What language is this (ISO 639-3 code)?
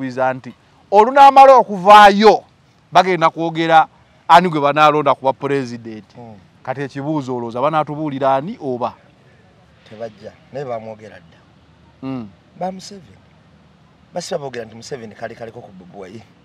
lug